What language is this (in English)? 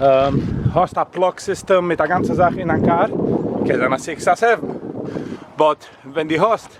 Yiddish